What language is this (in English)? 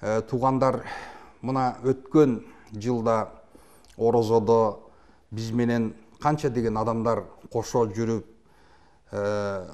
Kyrgyz